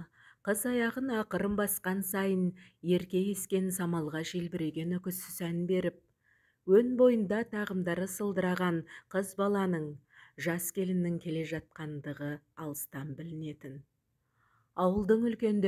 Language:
Kazakh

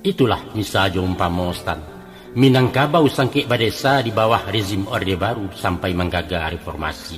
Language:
Minangkabau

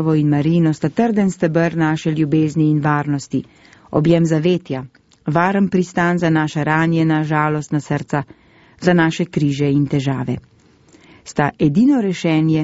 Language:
Slovenian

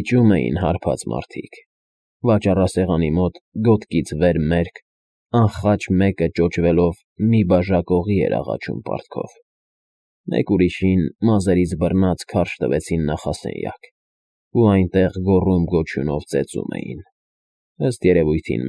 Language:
Armenian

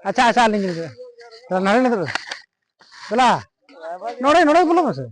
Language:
Santali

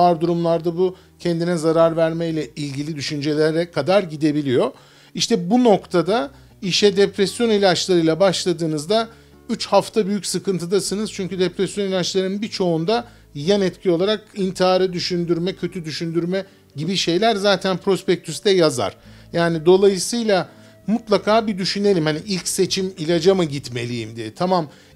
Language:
Turkish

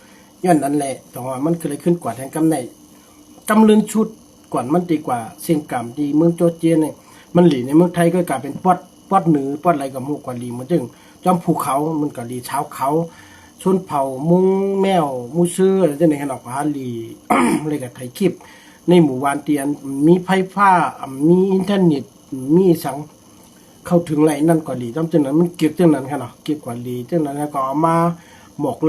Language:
Shan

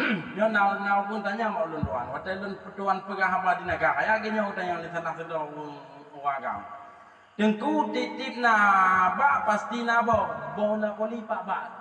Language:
Achinese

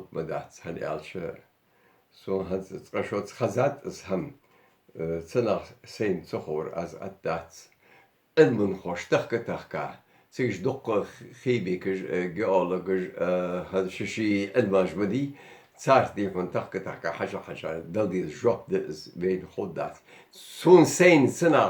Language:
Ingush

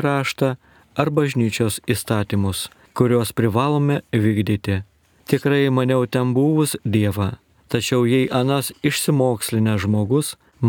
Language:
Lithuanian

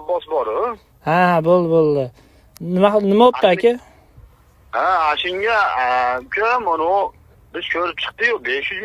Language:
Uzbek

